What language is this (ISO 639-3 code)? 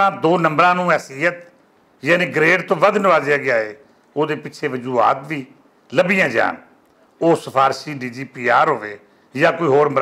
lah